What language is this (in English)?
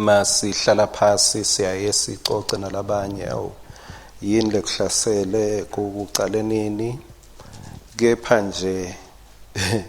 Swati